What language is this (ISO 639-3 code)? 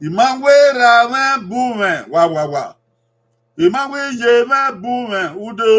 bin